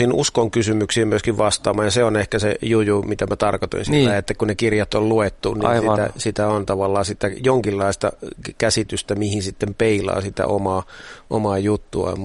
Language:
Finnish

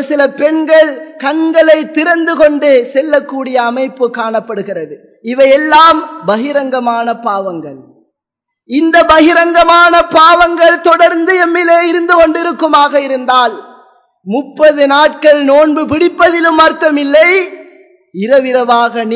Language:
Tamil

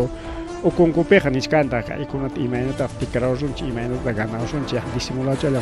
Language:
Ayacucho Quechua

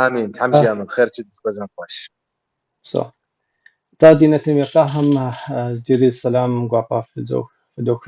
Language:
Kabardian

